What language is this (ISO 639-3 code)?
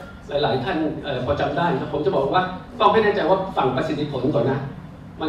tha